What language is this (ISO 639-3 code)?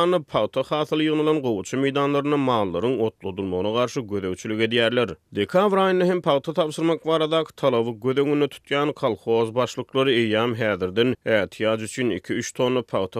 tuk